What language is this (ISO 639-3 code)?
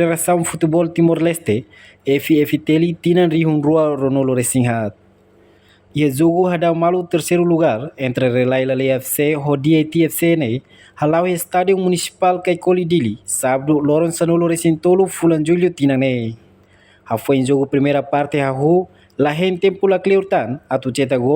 tet